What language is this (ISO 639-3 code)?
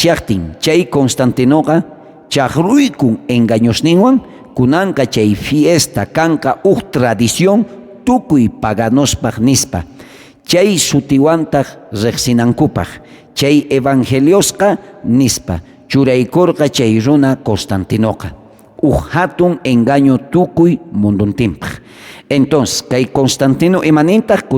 quh